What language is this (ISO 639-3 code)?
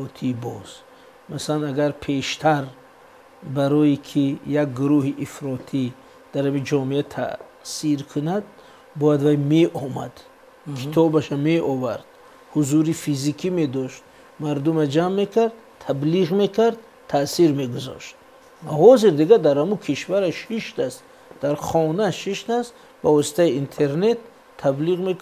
tgk